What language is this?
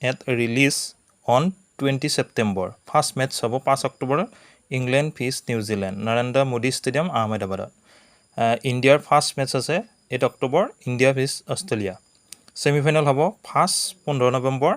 Assamese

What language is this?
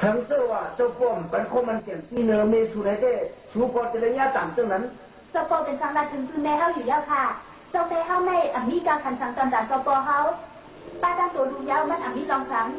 Shan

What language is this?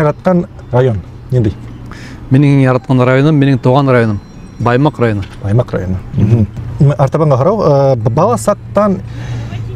Bashkir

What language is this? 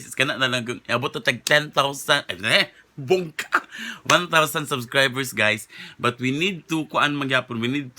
Cebuano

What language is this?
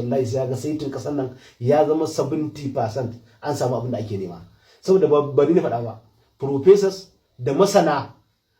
Hausa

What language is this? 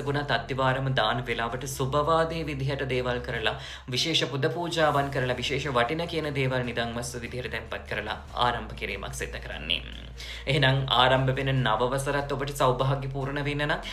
Sinhala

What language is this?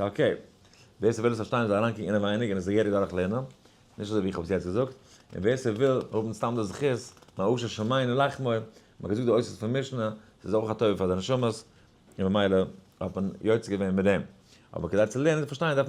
Yiddish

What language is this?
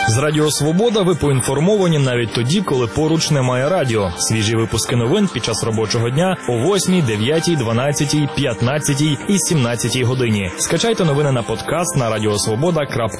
Ukrainian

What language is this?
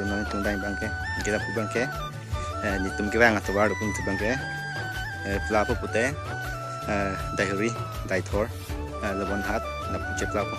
Karbi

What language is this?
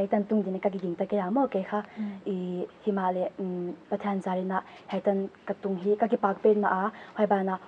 Paite Chin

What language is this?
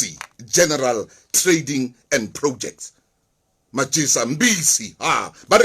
Southern Sotho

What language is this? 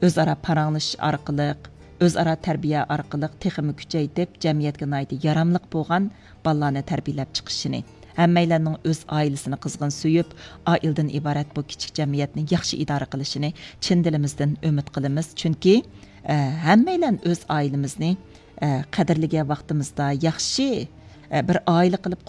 Uyghur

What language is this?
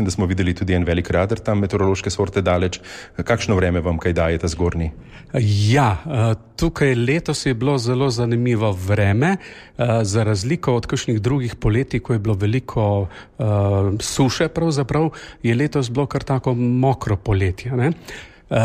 Slovenian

